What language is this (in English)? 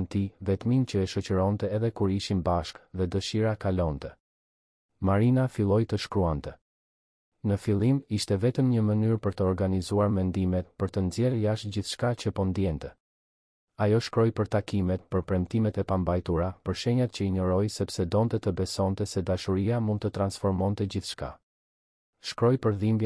Albanian